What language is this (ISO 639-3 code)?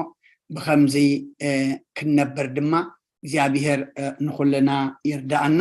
tir